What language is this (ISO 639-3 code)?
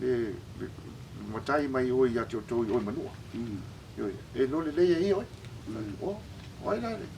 smo